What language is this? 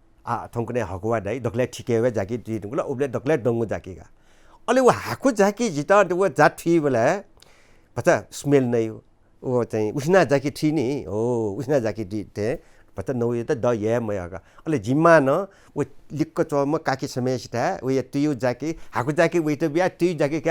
Newari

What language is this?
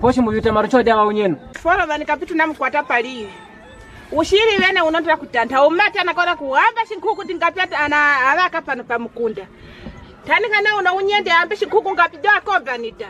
Kwangali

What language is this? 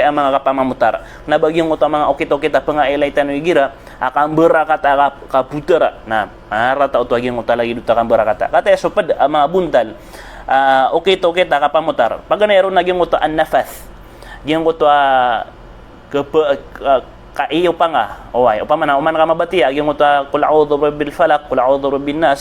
Maranao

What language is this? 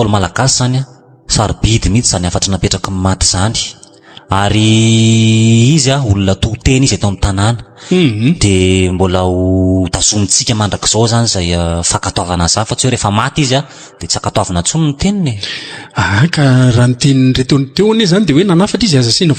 Malagasy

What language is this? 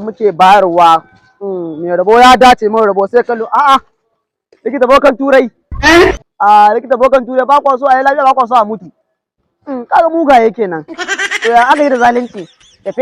Hausa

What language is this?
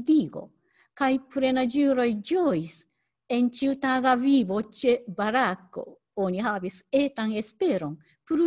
Esperanto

